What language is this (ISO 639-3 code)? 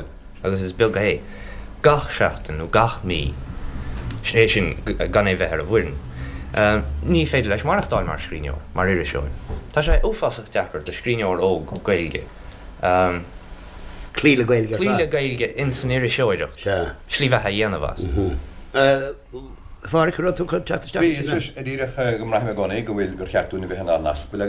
gle